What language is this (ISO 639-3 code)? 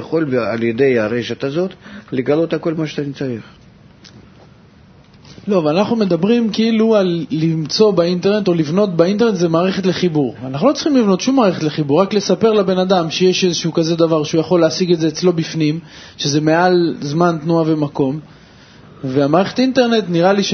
heb